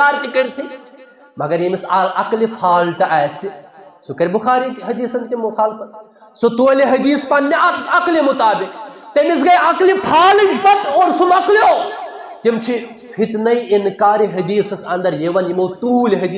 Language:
Kashmiri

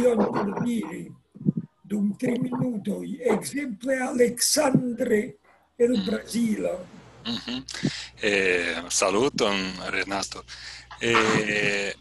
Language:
Esperanto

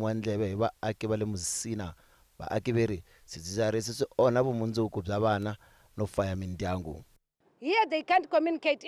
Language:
Tsonga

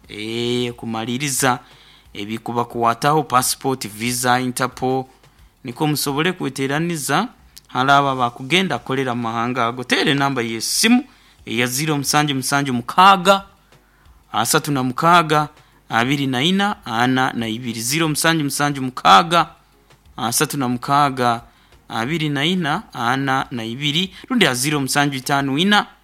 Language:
Nyoro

